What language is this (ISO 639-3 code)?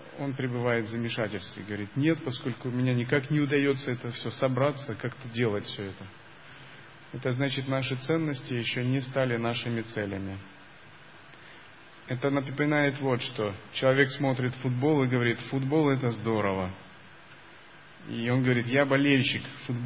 rus